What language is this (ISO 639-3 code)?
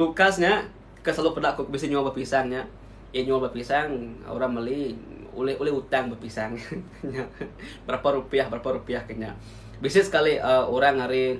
iba